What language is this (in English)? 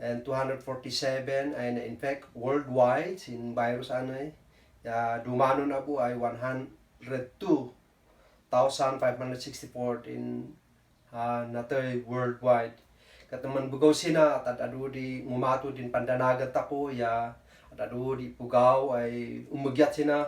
Kankanaey